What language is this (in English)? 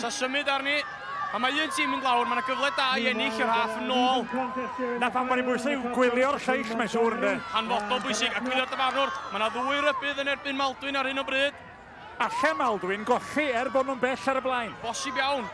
Welsh